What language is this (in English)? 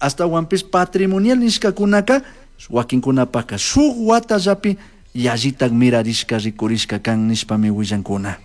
Chimborazo Highland Quichua